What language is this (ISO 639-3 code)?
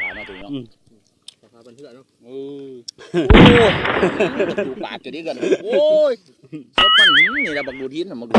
lao